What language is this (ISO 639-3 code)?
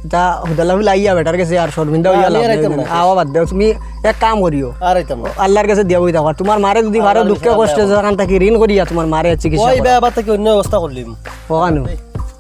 syl